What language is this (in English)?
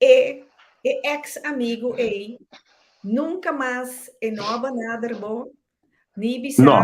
Papiamento